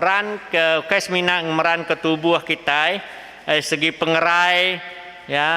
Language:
Iban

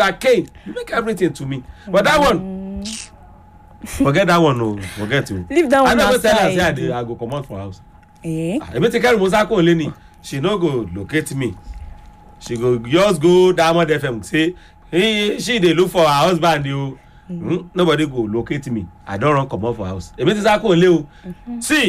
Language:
Nigerian Pidgin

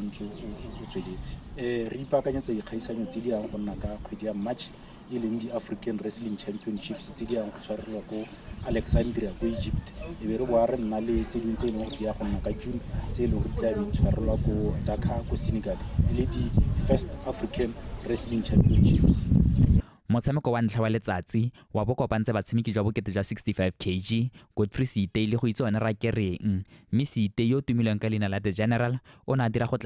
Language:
Tswana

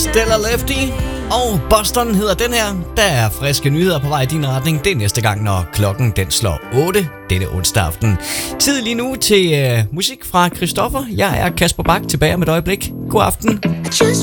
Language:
Danish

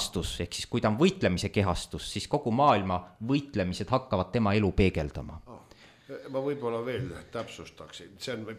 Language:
Estonian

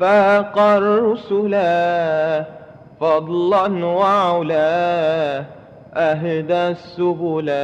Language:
Madurese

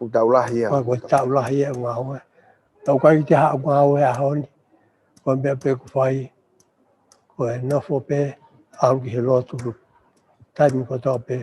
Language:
Tongan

